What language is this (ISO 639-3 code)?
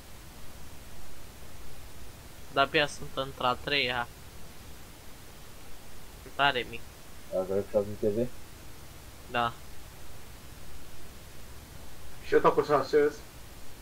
ron